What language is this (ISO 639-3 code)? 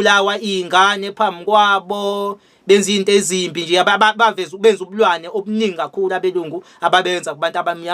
zul